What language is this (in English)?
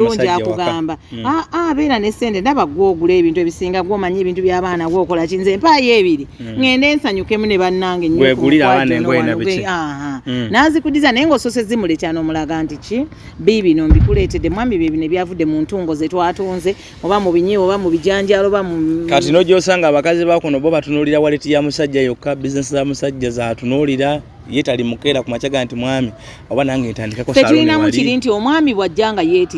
Ganda